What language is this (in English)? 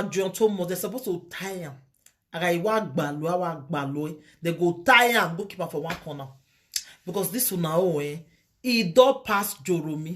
Nigerian Pidgin